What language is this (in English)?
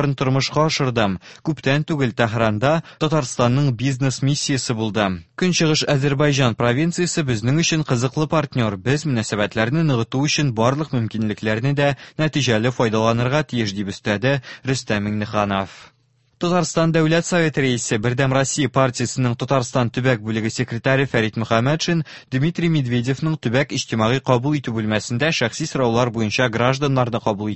Tatar